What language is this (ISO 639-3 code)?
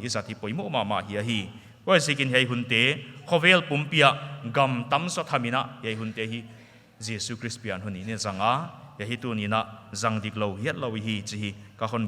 pck